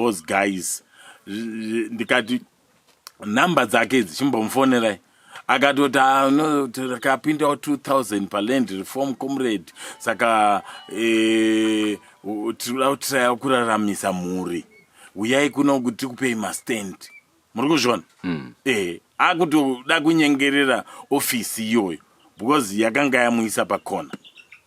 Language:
Shona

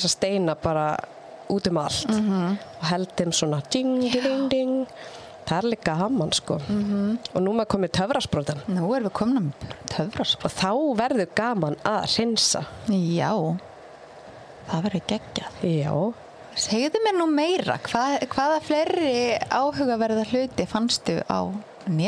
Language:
Icelandic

